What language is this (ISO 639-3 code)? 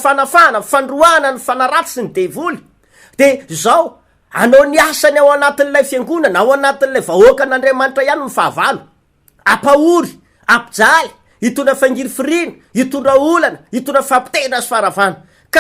mlg